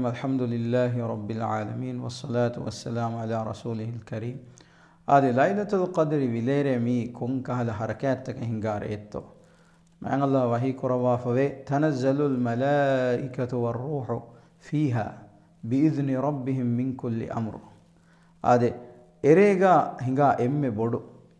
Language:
Divehi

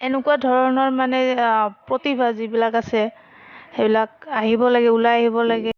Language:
Assamese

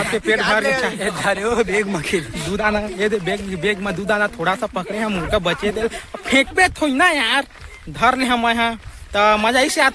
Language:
Chhattisgarhi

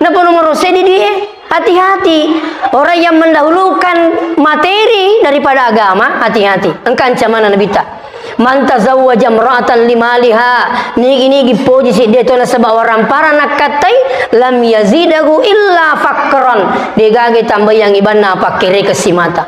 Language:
Buginese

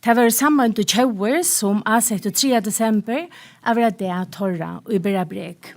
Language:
Faroese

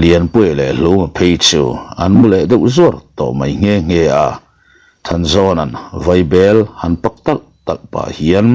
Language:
Mizo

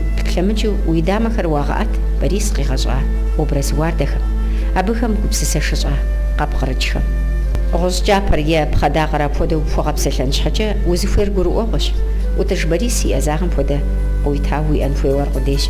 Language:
Kabardian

